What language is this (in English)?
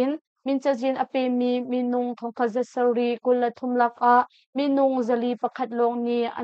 Hakha Chin